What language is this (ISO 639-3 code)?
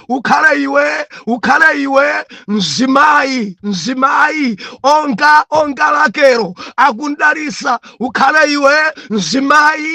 nya